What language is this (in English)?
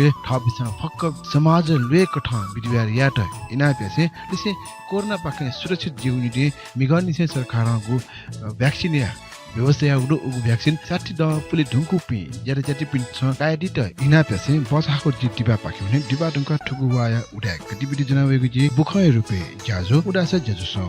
Newari